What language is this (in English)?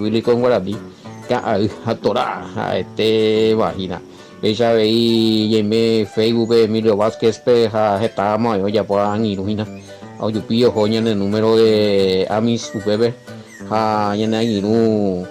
Guarani